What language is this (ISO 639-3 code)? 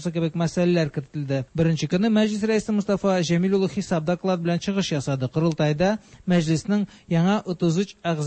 tat